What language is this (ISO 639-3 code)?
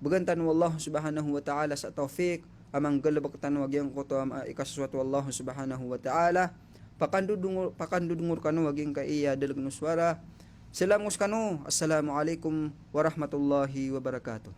mrw